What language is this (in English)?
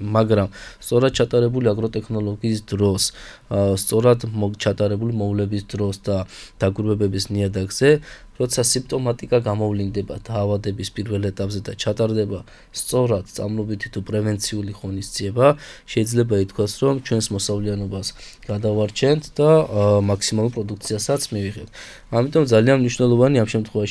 Georgian